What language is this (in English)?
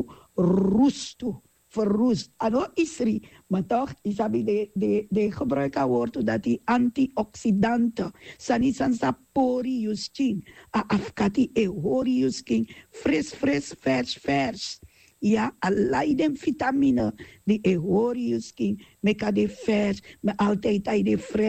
Sranan Tongo